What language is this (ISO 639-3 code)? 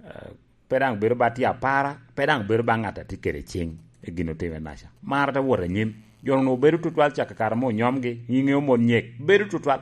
laj